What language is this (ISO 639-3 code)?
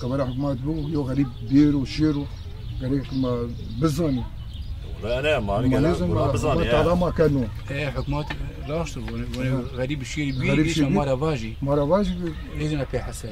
zza